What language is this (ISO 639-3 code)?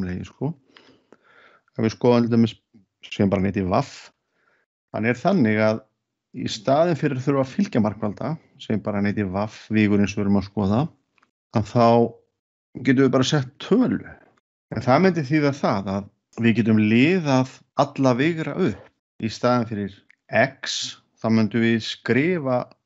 isl